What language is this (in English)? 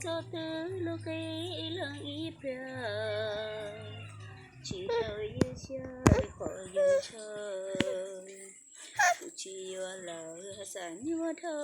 Hmong